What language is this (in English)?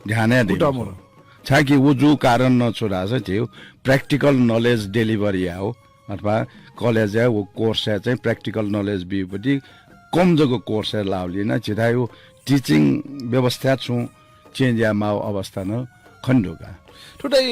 Newari